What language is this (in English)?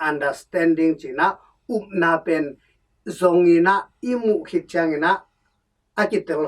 Tedim Chin